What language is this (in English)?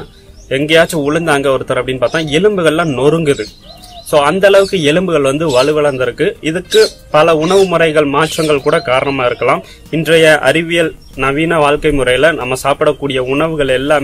Tamil